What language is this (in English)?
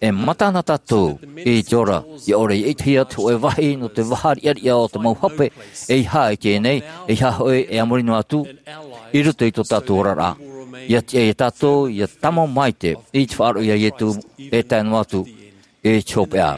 Tahitian